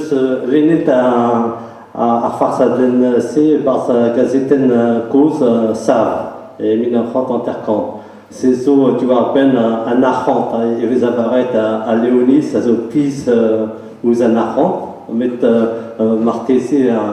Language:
Breton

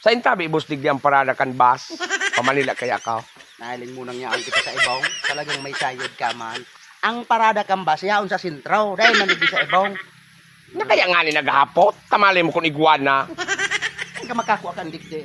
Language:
Bikol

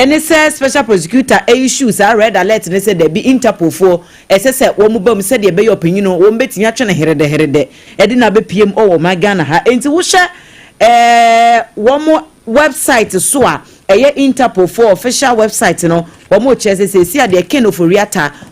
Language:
Akan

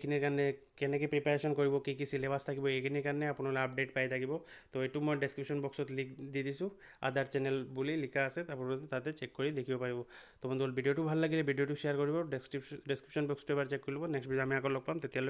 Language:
Assamese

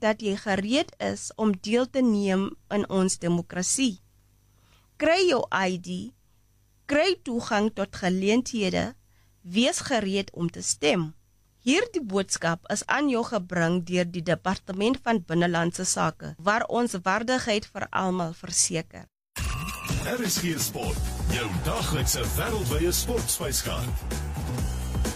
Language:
Afrikaans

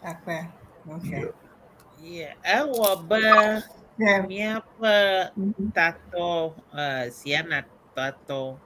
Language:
Ewe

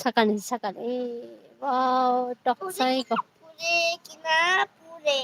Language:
Kok Borok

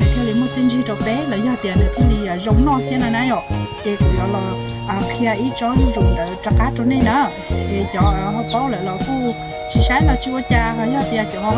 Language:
Hmong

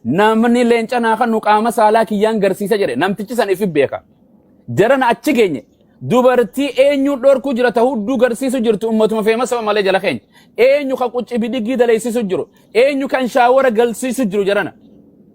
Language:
Oromo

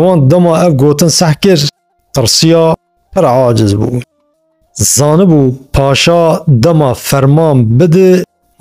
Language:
Kurdish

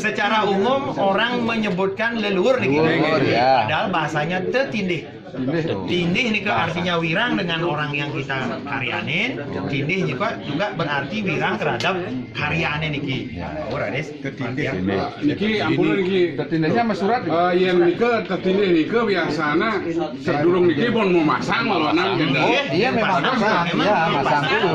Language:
Balinese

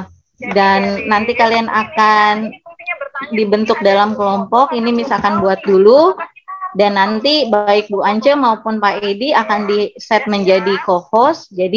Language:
Indonesian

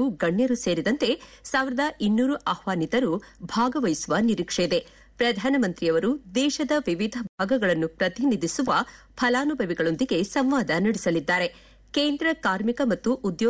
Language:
Kannada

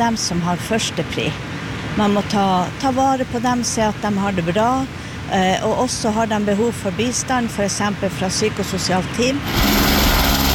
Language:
Norwegian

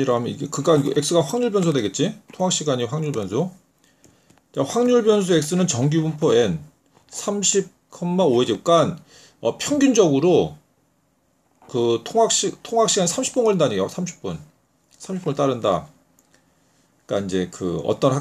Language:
Korean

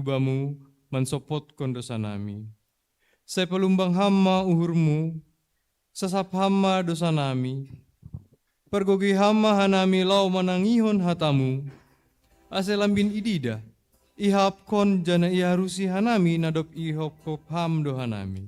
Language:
Batak Simalungun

